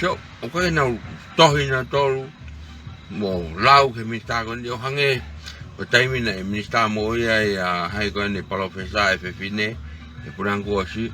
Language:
Tongan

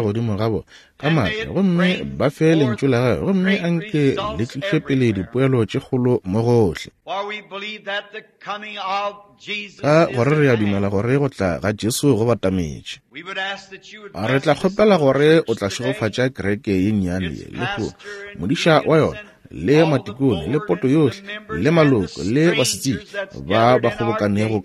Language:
Northern Sotho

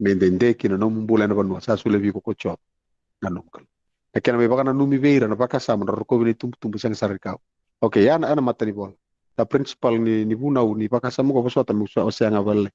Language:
Fijian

